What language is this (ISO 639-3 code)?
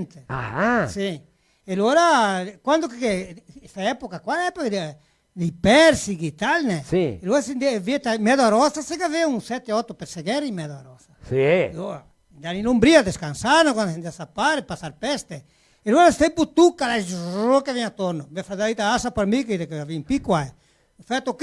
vec